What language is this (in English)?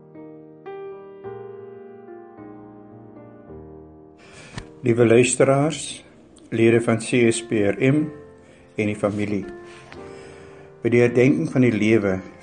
Afrikaans